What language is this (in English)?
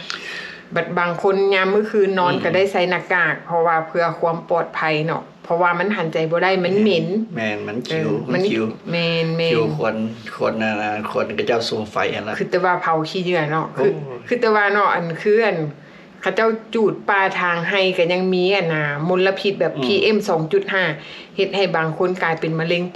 Lao